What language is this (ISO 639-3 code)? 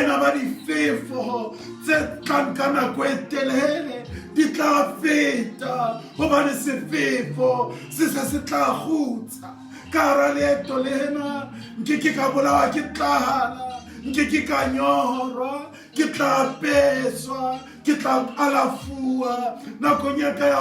sot